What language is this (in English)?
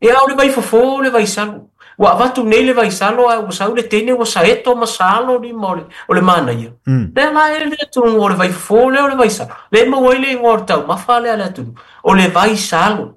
Samoan